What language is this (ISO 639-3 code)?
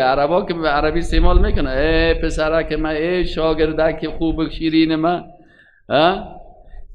fas